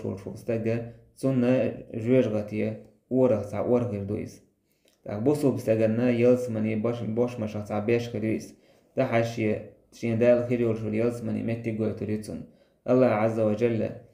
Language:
Chechen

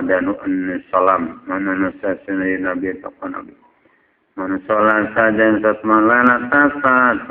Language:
Sundanese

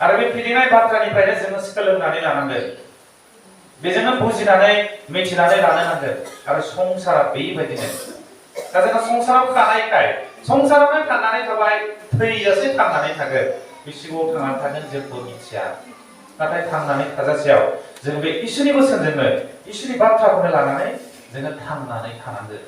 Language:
Bodo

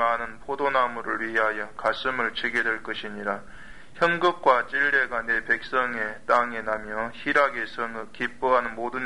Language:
Korean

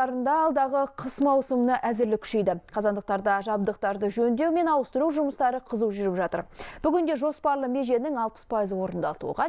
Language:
Kazakh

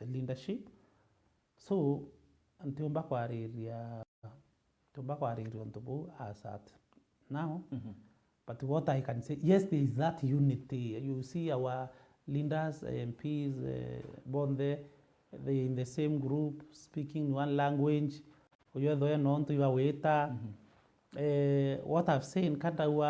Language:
Meru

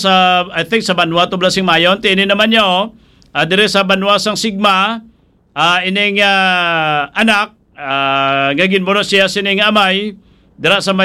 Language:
Hiligaynon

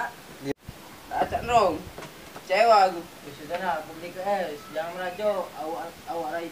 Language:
Musi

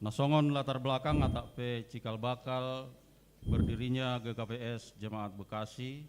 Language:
Batak Simalungun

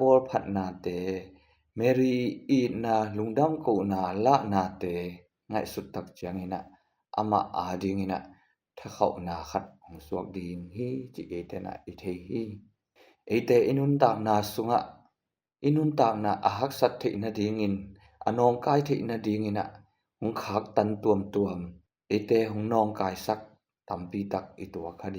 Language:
Tedim Chin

